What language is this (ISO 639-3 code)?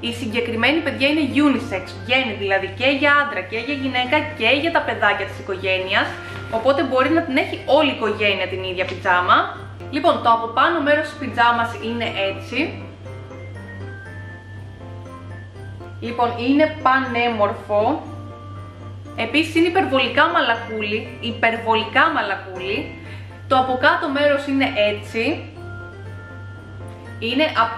ell